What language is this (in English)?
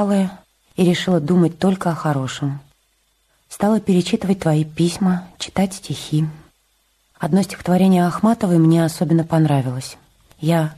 Russian